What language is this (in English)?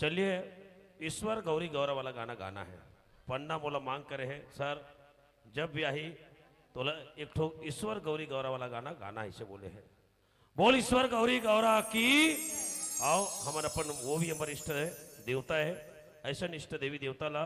Chhattisgarhi